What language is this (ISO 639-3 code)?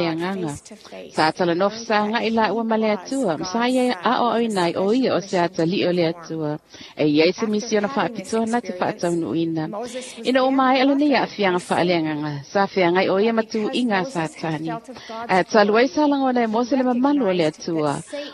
smo